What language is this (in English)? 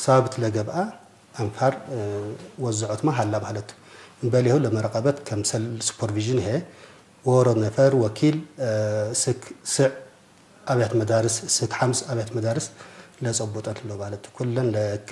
Tigre